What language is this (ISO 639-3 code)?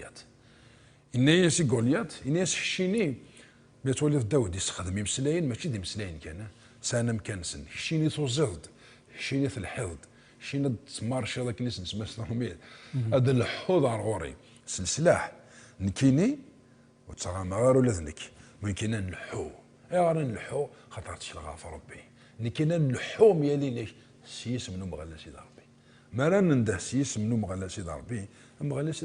kab